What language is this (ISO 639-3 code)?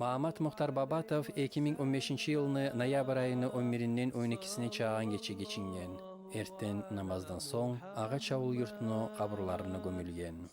kum